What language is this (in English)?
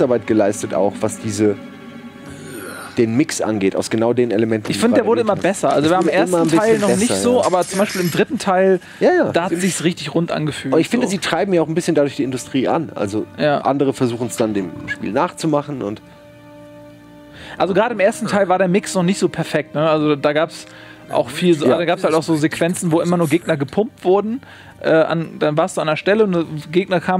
German